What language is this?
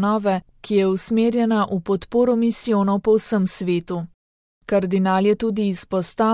Slovenian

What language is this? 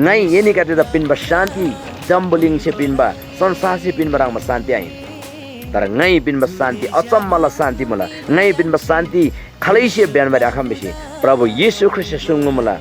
Eastern Tamang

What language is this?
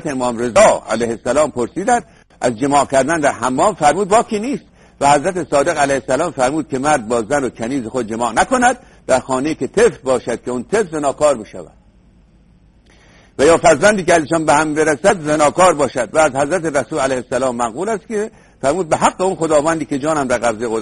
Persian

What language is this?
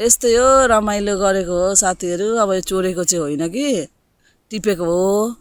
Nepali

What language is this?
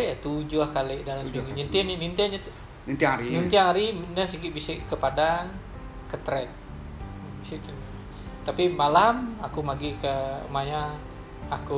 Iban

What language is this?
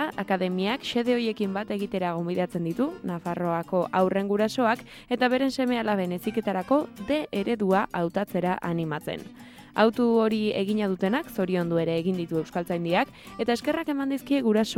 Basque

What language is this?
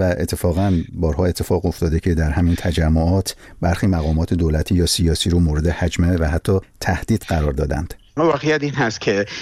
Persian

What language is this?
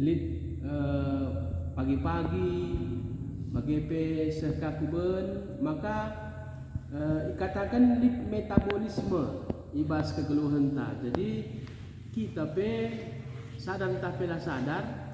Batak Karo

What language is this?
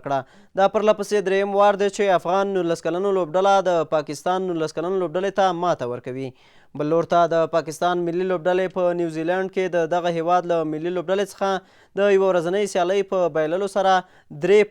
Pashto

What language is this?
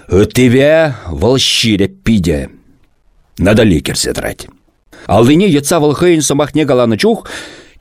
Chuvash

